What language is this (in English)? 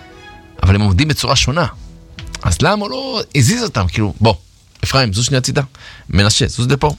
Hebrew